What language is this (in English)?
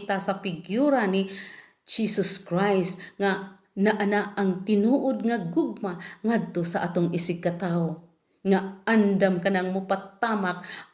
Cebuano